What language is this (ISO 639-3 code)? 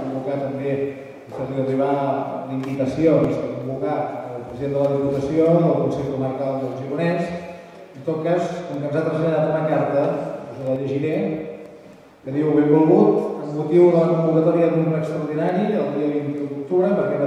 cat